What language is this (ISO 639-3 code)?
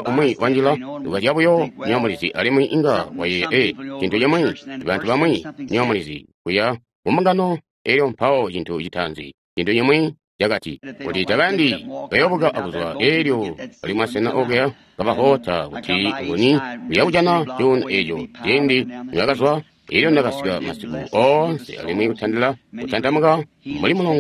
toi